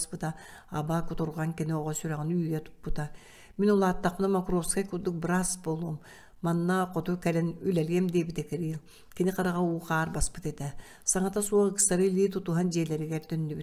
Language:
Yakut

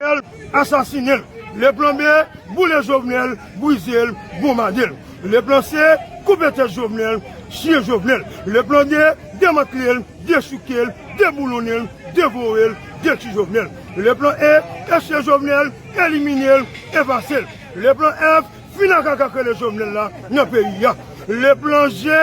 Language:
Haitian Creole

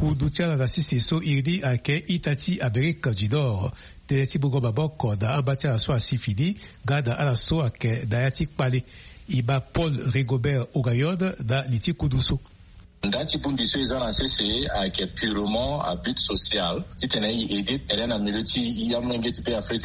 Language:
Sango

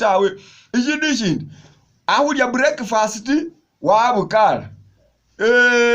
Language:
Masaaba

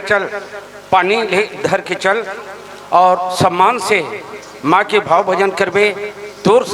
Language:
Chhattisgarhi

